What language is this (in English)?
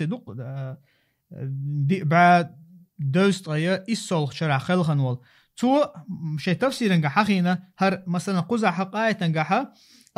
Chechen